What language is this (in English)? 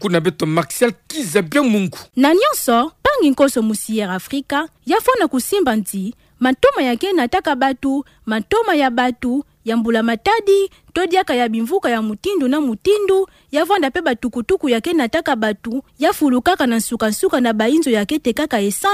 Kituba (Democratic Republic of Congo)